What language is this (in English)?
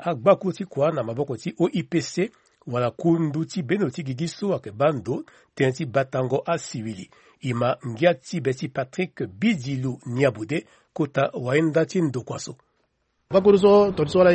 Sango